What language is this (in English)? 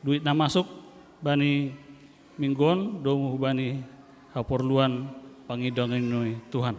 Batak Simalungun